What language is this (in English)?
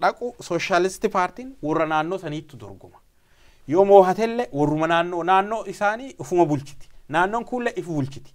Oromo